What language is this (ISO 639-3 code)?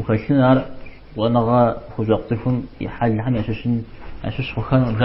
kbd